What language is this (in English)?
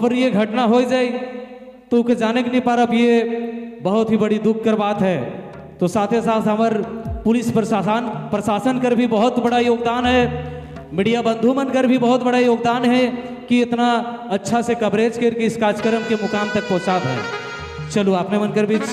Sadri